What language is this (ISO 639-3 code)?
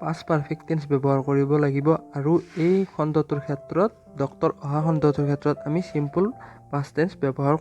asm